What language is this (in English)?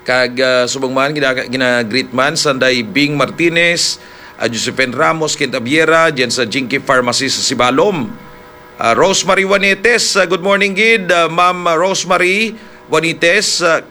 Hiligaynon